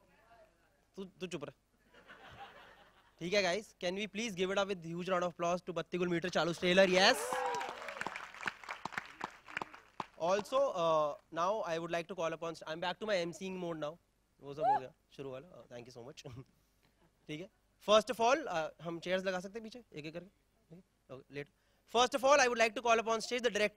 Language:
Hindi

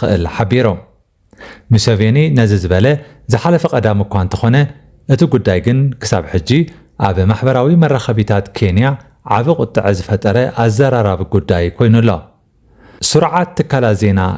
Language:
Tigrinya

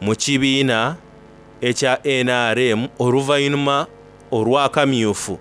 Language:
Soga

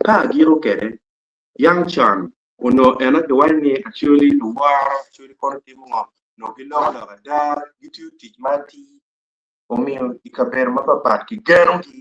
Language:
Acoli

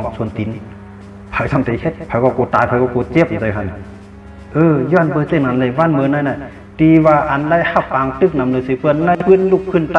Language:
Shan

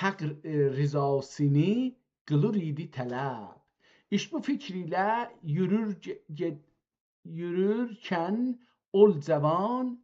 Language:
South Azerbaijani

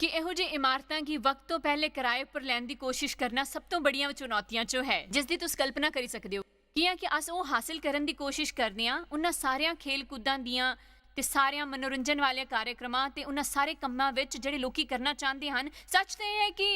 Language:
Dogri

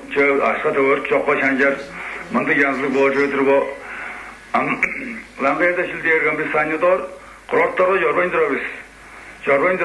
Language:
Tuvinian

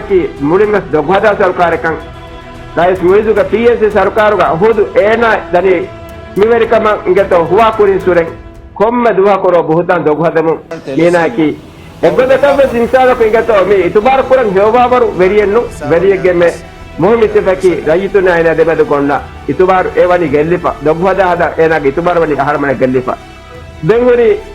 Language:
Divehi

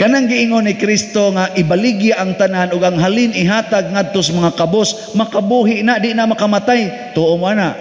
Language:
Cebuano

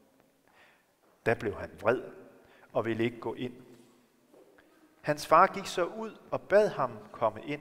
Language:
Danish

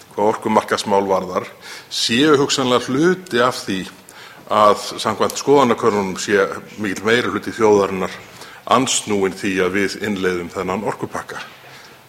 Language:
Icelandic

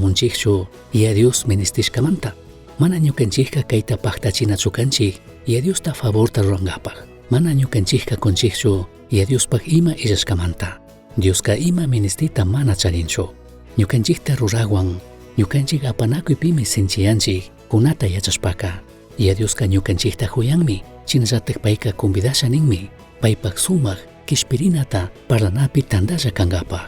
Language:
Chimborazo Highland Quichua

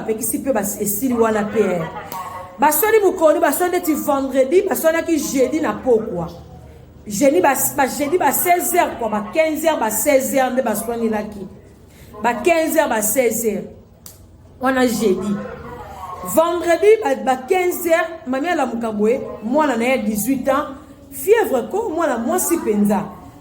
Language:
Lingala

